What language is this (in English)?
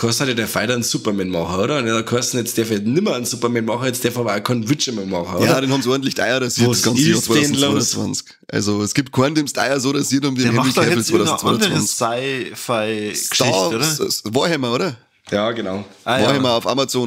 Bavarian